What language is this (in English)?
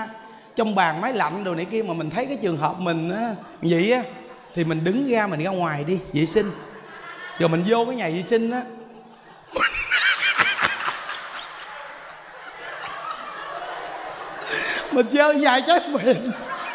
Vietnamese